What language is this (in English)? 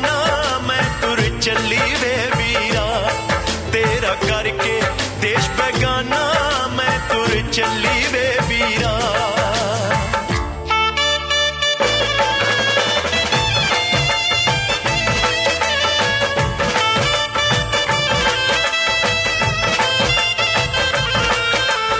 Punjabi